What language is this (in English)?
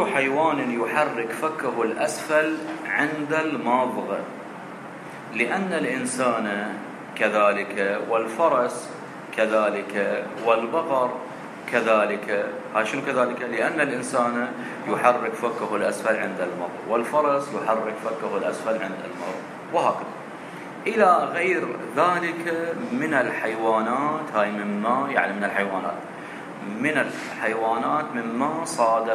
Arabic